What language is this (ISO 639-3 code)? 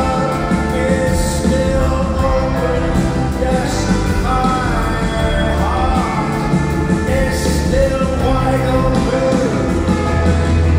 eng